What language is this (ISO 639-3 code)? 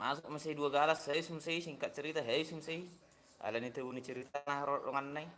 bbc